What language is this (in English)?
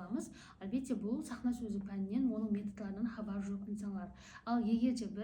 Kara-Kalpak